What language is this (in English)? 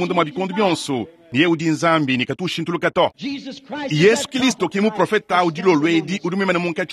Luba-Lulua